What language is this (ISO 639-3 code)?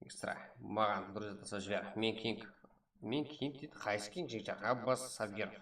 kaa